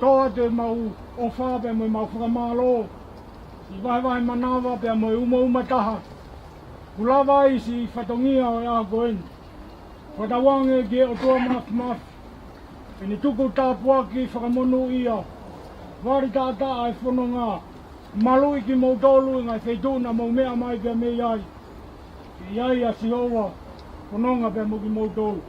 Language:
Tongan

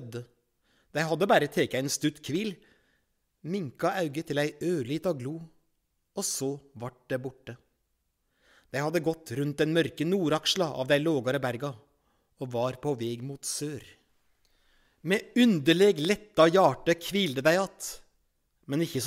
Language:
Norwegian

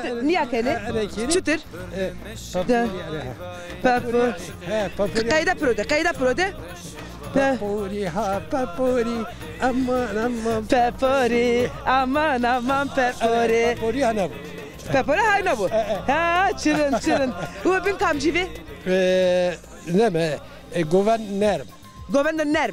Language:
Zaza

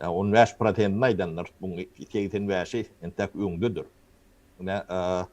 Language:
Turkmen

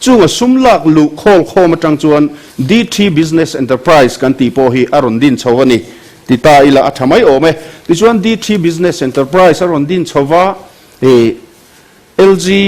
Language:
Mizo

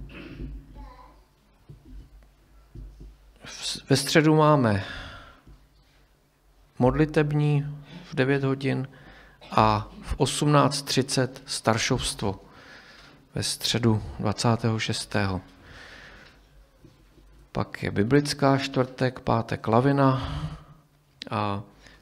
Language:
Czech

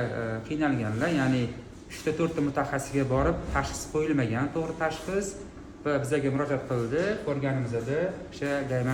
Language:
Uzbek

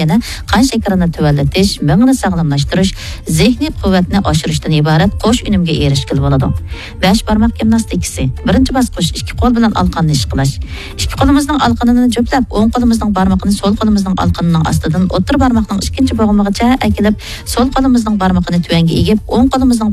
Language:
Uyghur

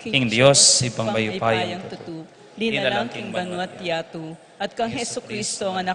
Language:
Pampanga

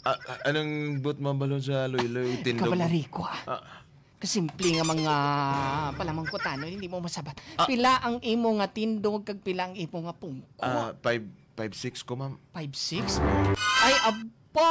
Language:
Hiligaynon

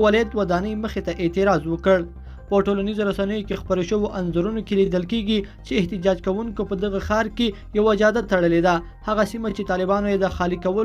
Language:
Pashto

